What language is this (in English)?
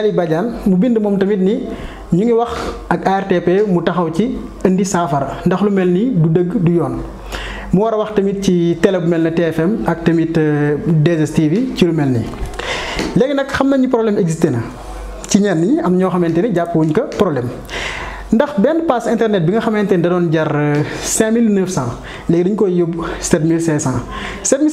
Wolof